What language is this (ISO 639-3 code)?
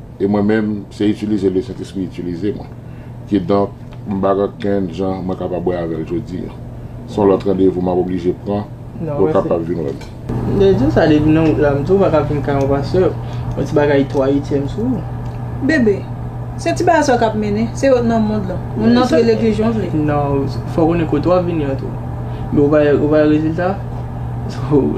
hat